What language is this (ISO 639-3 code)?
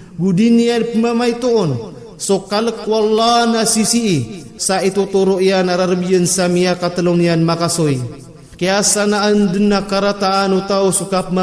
mrw